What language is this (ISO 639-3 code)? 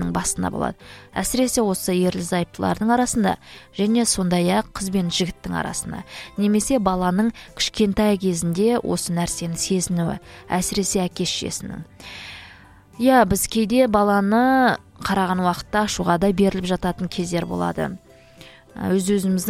kaz